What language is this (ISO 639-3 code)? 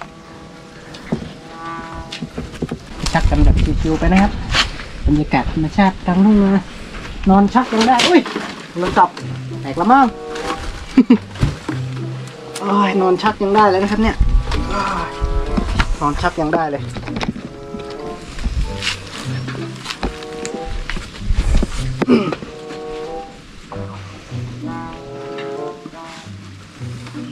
tha